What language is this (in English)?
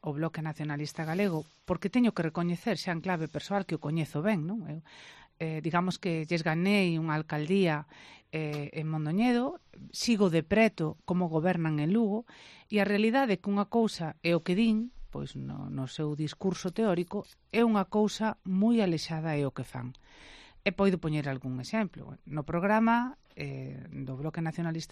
Galician